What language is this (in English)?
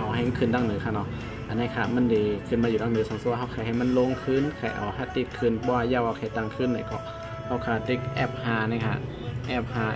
Shan